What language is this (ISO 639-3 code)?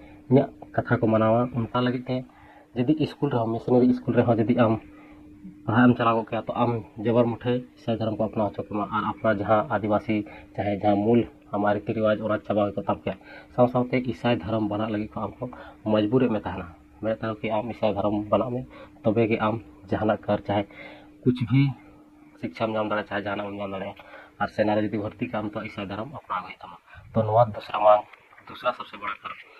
sat